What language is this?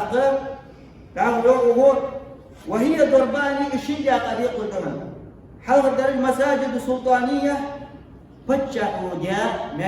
Ingush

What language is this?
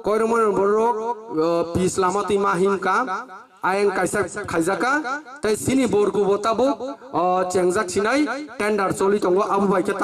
Kok Borok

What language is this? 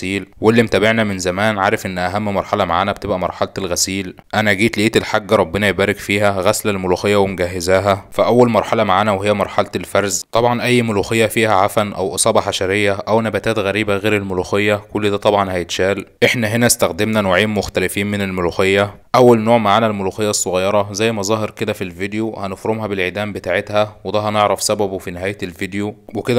Egyptian Arabic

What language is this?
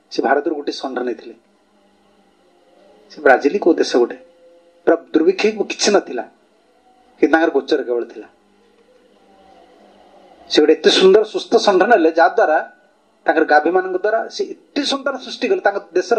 Odia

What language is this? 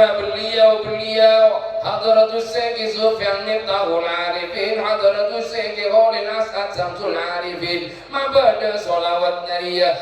Madurese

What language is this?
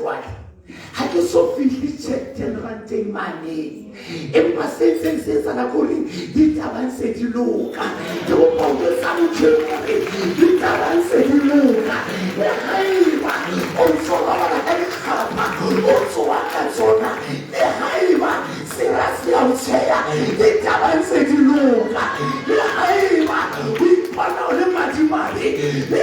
Southern Sotho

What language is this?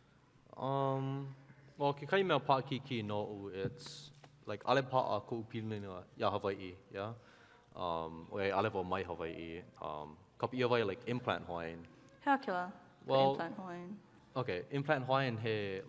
Hawaiian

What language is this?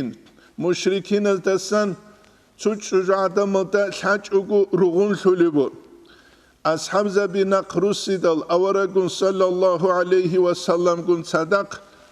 Avaric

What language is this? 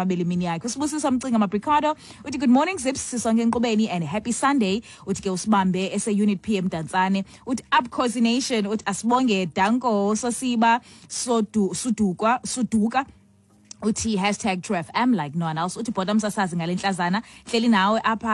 Xhosa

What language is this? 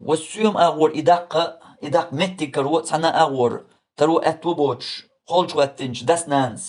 Chechen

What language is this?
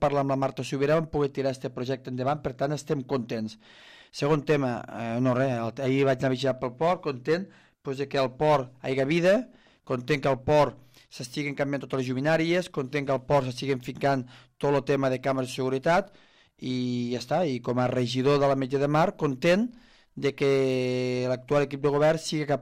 Catalan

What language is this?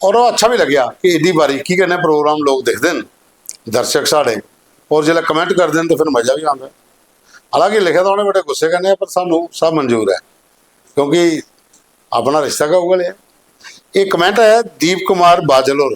Dogri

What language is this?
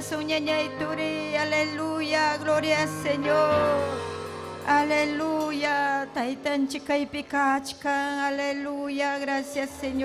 Ayacucho Quechua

